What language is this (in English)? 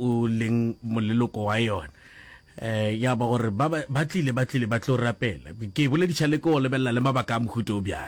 Northern Sotho